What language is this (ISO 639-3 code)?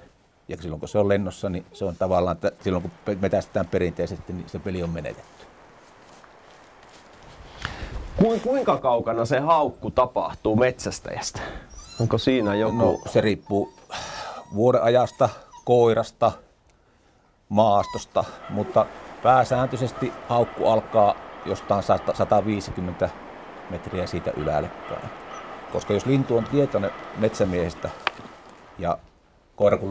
fin